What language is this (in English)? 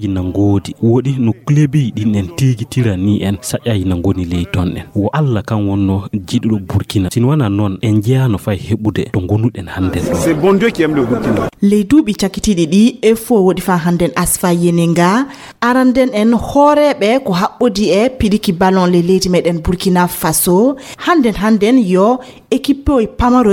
Fula